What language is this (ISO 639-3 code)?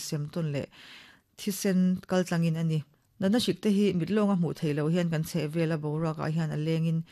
lus